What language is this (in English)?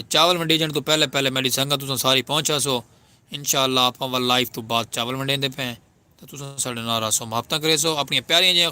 Saraiki